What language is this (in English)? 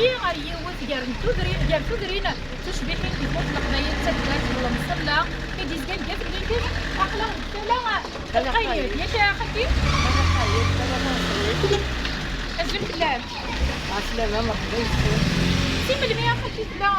Kabyle